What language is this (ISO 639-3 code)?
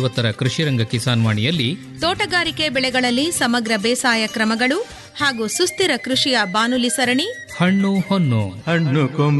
kan